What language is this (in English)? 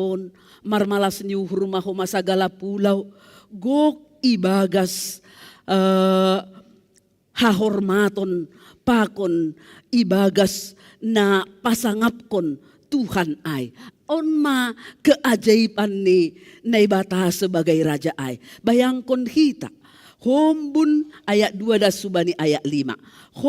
Batak Simalungun